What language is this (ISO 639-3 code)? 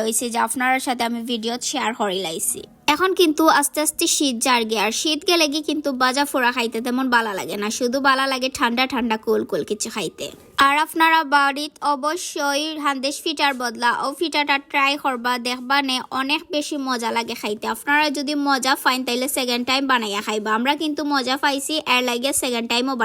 syl